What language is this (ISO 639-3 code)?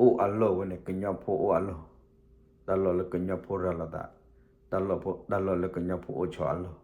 ksw